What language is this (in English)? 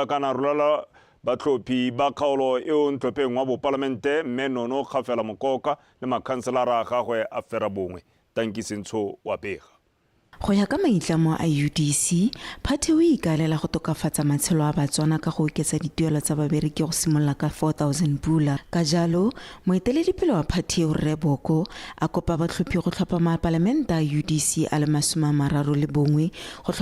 Tswana